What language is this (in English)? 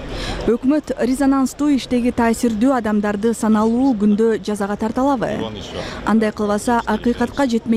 Kyrgyz